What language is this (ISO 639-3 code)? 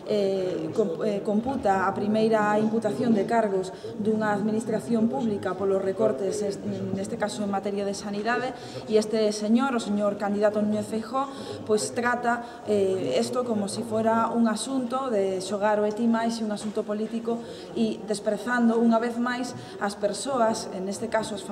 glg